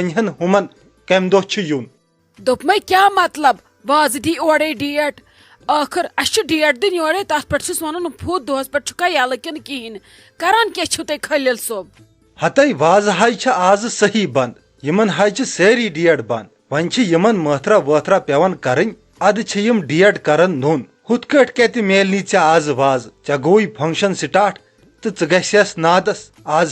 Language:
Kashmiri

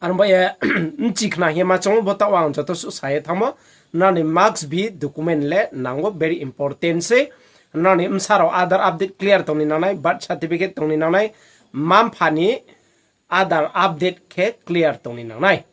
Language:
Riang (India)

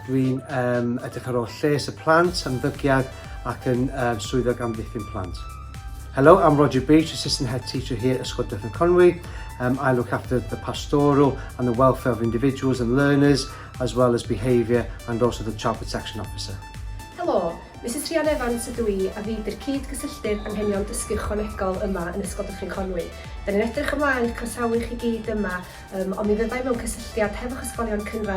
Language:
Welsh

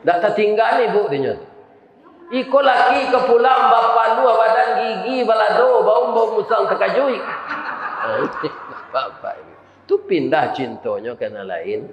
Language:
Minangkabau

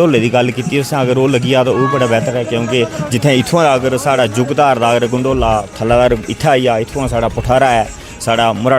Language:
Dogri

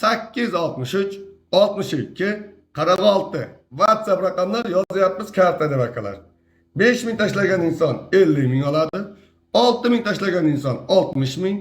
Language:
Uzbek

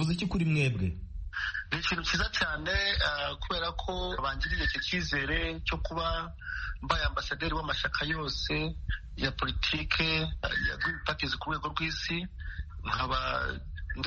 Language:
Kinyarwanda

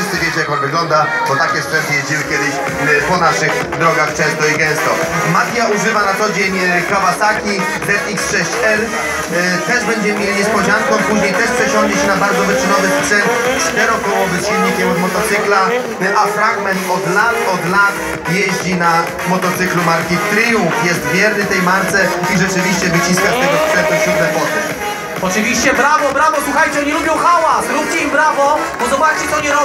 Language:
Polish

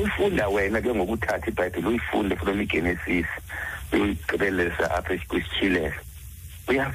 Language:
Xhosa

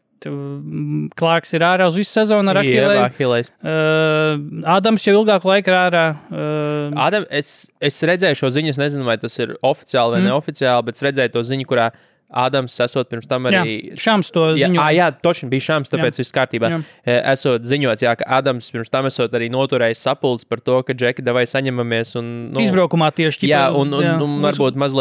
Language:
Latvian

